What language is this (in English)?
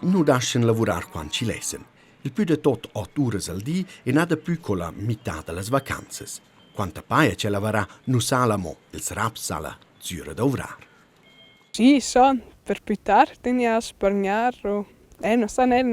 Romansh